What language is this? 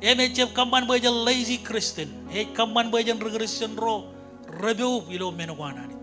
Marshallese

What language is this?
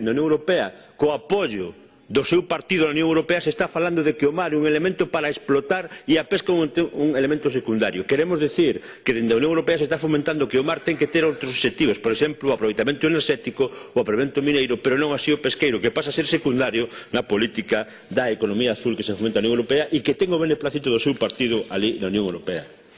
Galician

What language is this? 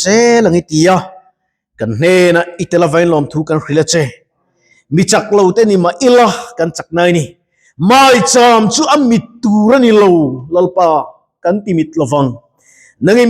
Mizo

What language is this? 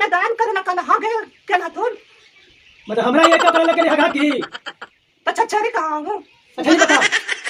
Magahi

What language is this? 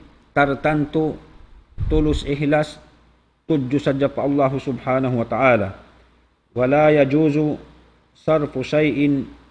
Tausug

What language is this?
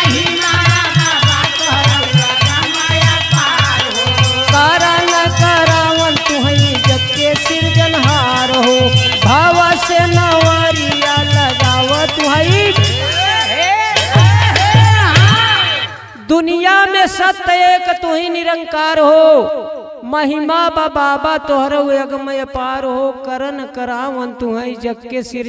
Bhojpuri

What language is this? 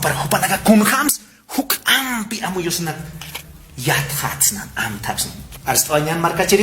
Aymara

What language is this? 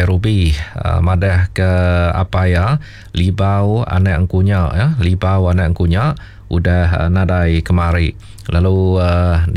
Iban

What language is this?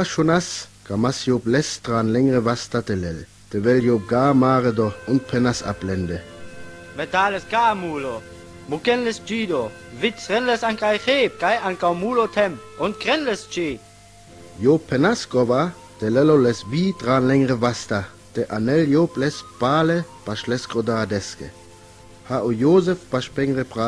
Sinte Romani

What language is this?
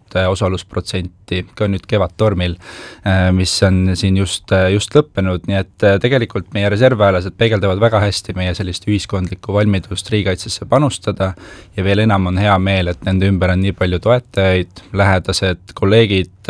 Estonian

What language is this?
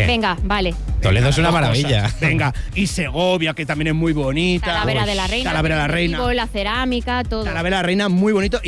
Spanish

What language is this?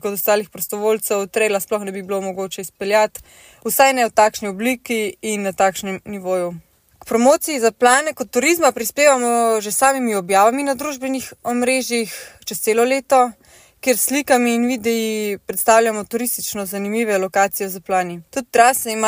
Slovenian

